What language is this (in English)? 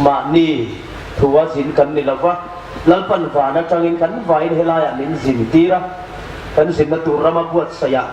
Hmar